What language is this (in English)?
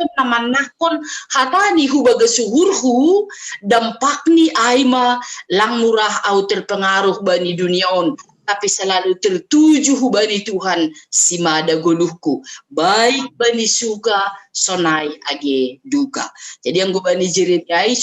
Batak Simalungun